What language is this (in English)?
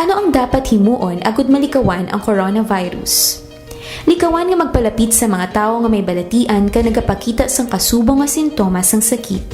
Hiligaynon